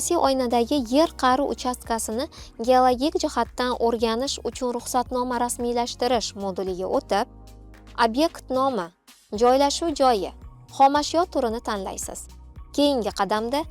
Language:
Uzbek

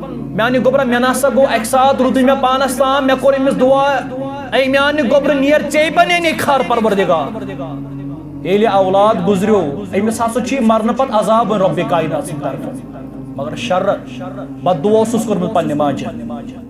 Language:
Kashmiri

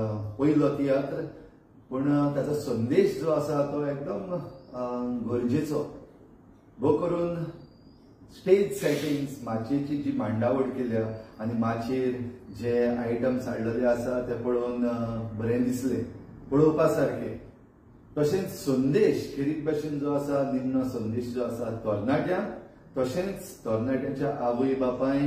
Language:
Konkani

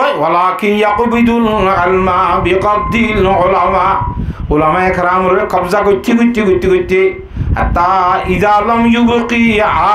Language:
Rohingya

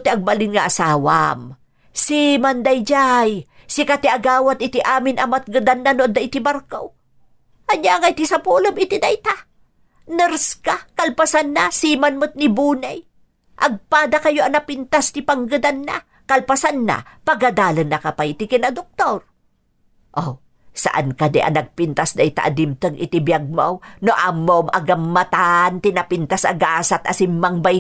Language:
Iloko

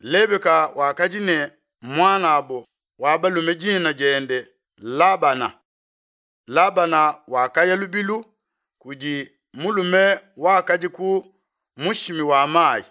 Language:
Luba-Lulua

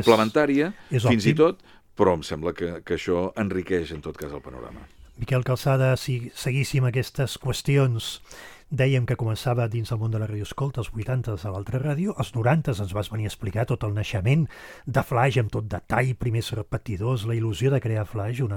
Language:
Catalan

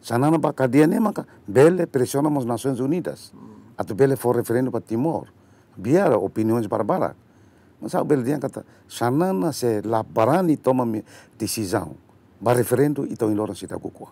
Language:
Tetum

